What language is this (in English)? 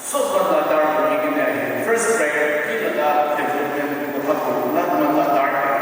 Naga Pidgin